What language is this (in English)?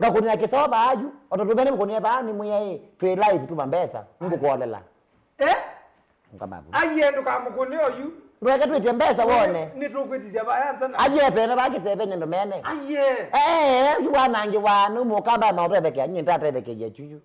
Kamba